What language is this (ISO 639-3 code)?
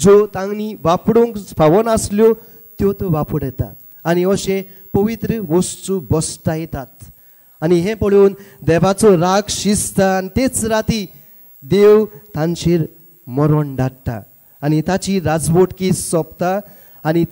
kok